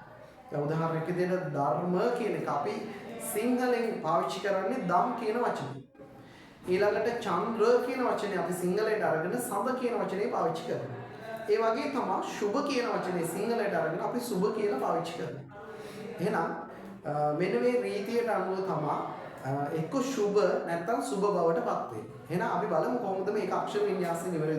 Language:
Sinhala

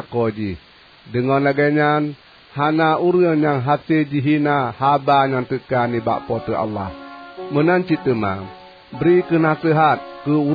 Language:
Achinese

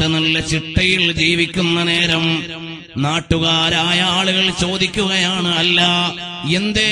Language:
Malayalam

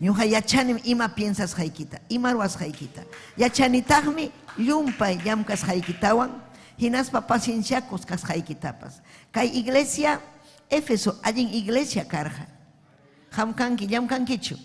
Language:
Ayacucho Quechua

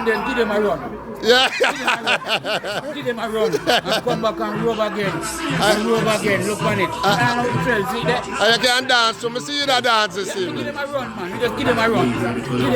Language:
Jamaican Creole English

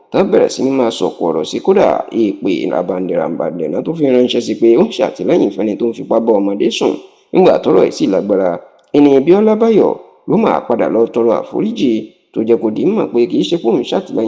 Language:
Yoruba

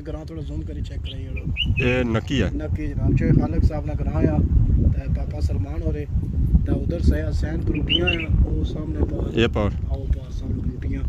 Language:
Pahari-Potwari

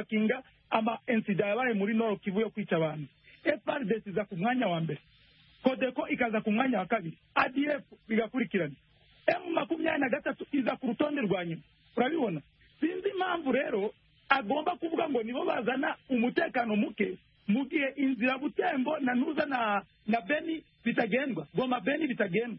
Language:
Kinyarwanda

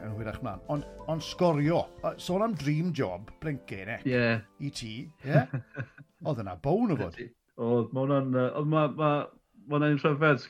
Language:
Welsh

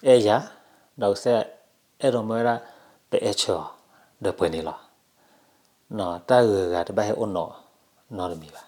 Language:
S'gaw Karen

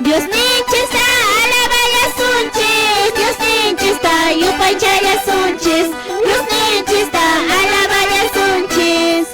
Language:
Quechua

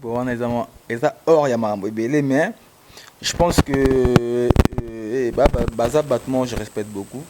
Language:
Lingala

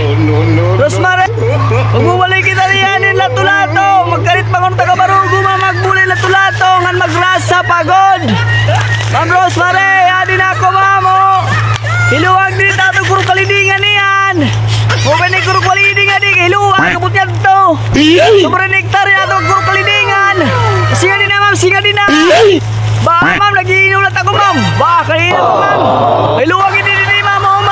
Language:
Waray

